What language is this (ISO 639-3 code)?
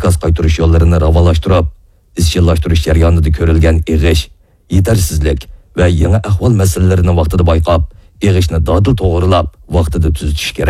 uig